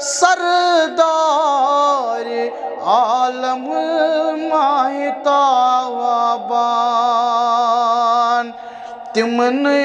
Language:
Kashmiri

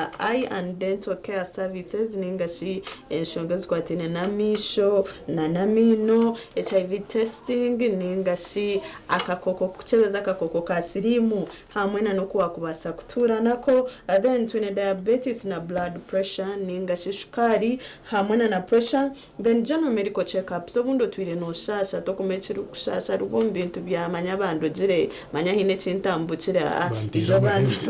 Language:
Nyankole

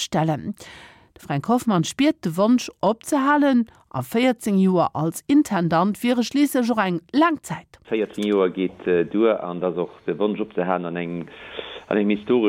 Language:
Luxembourgish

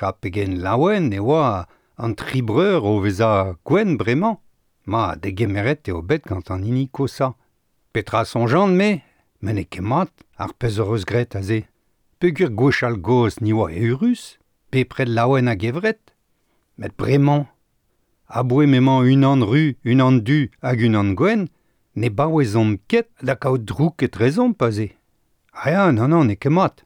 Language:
Breton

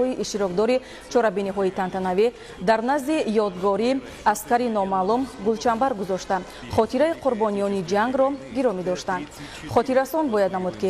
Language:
Tajik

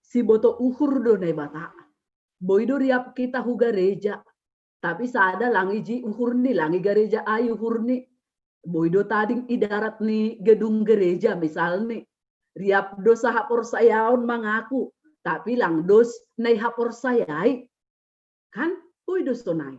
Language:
Batak Simalungun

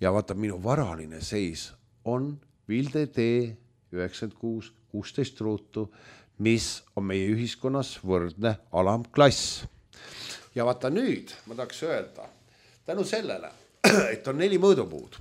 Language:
Estonian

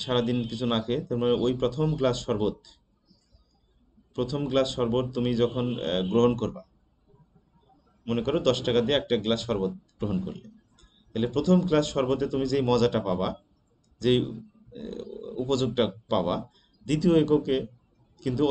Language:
Bangla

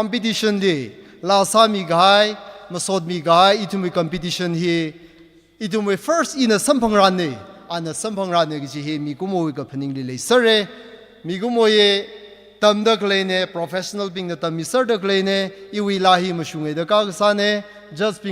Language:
Tangkhul Naga (India)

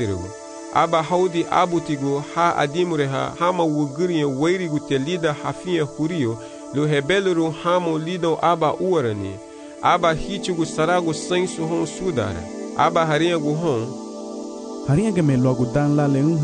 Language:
Garifuna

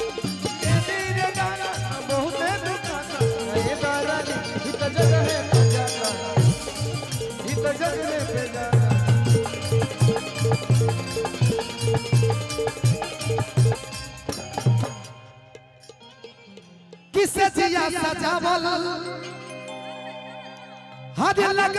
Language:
Bhojpuri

